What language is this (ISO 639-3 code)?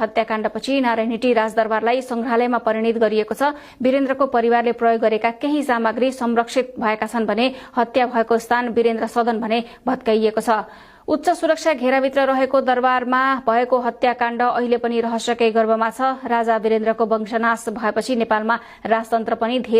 nep